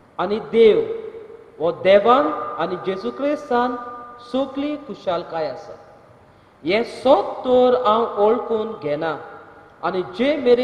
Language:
Konkani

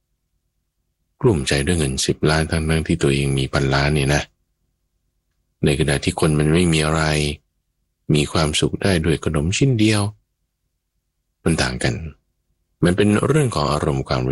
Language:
Thai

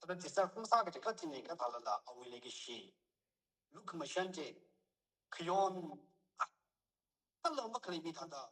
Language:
Tangkhul Naga (India)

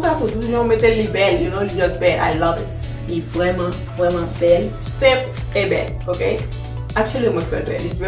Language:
Haitian Creole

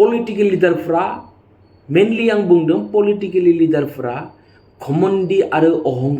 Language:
Bodo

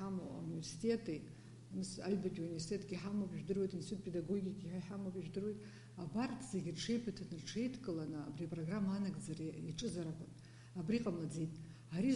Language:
Abkhazian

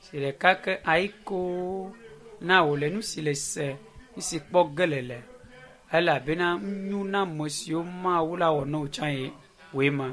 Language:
Ewe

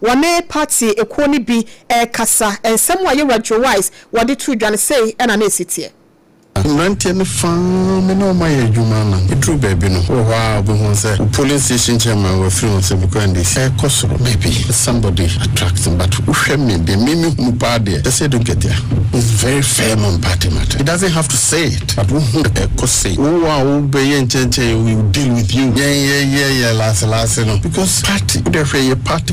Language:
Akan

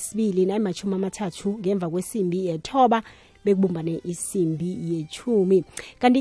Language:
South Ndebele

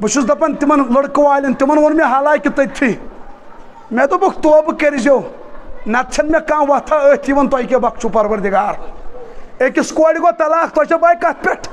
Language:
Kashmiri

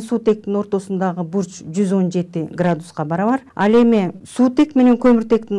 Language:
Kyrgyz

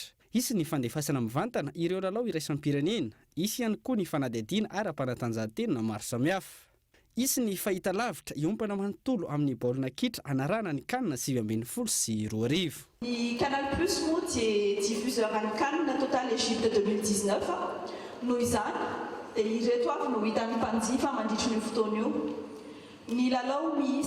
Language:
Malagasy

